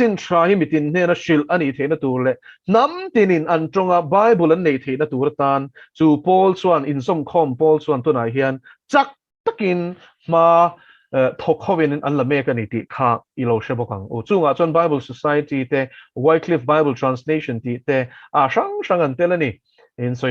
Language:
Mizo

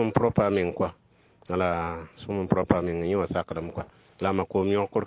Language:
Mossi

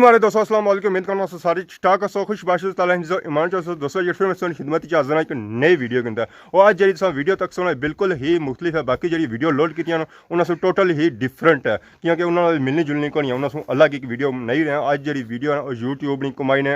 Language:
Pahari-Potwari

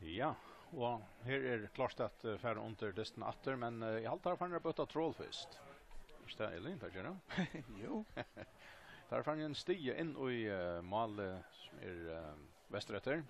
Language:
Faroese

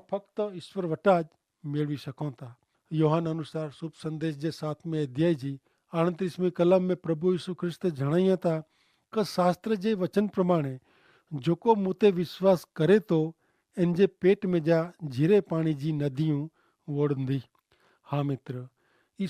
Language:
Kachhi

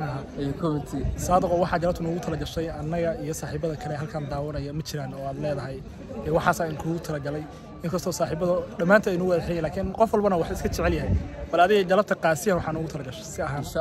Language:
Somali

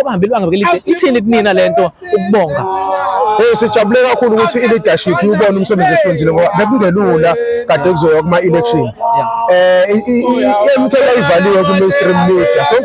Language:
Zulu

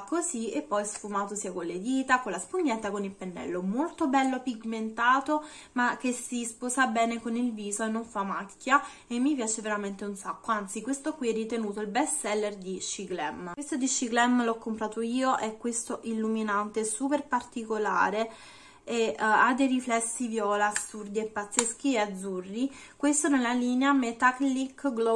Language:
Italian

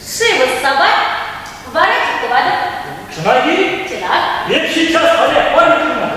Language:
Chuvash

